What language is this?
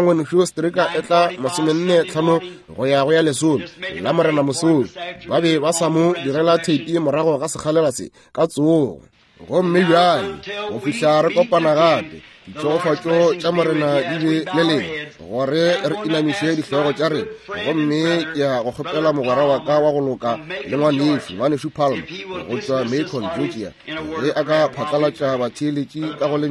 Northern Sotho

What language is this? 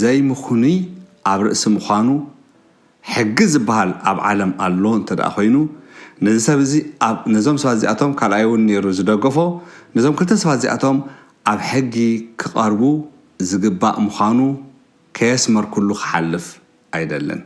Tigrinya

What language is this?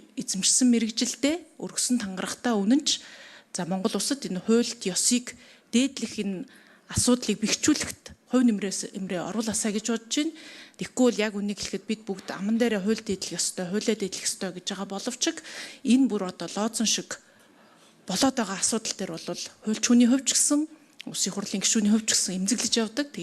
Mongolian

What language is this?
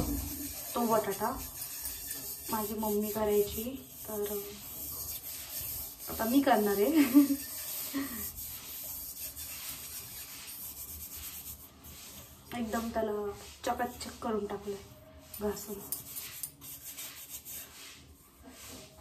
Marathi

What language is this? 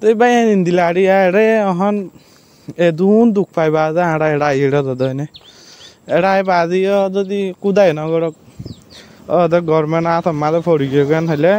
Rohingya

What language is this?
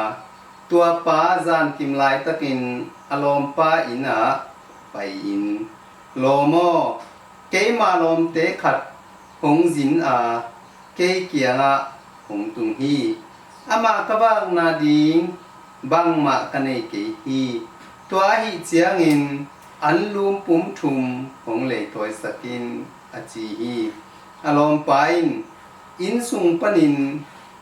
Tedim Chin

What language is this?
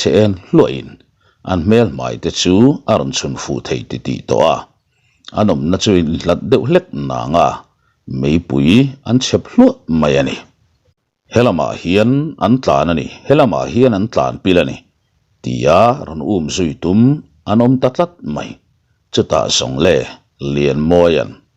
Mizo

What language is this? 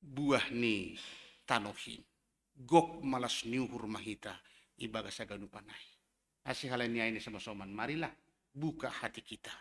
Batak Simalungun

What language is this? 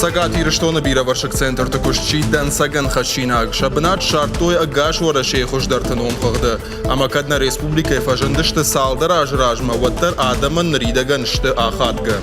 Ossetic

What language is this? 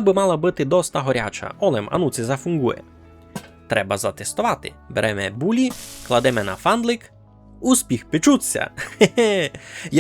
Rusyn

